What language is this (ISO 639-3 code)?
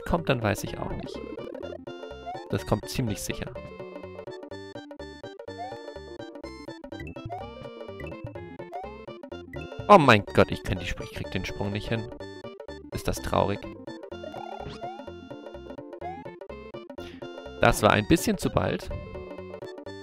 deu